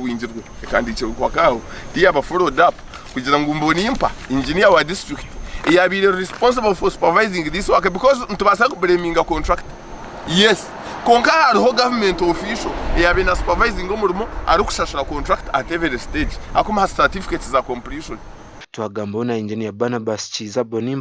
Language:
Nyankole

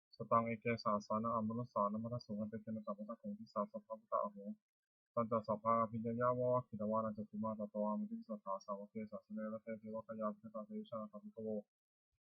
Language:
Pali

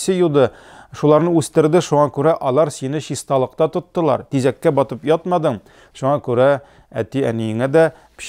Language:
Tatar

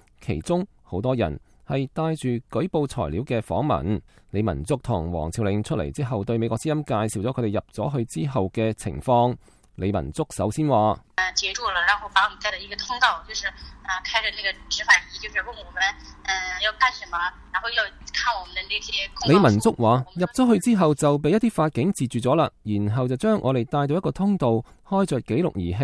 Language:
Cantonese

